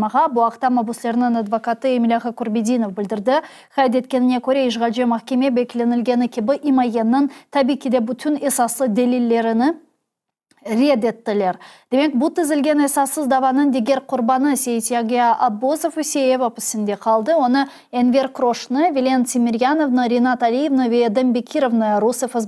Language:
Crimean Tatar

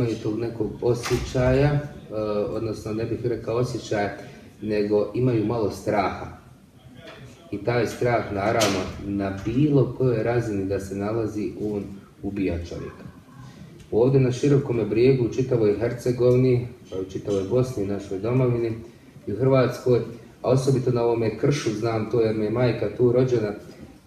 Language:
Croatian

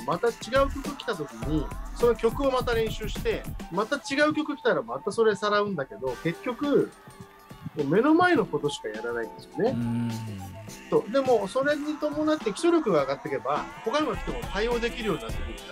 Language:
Japanese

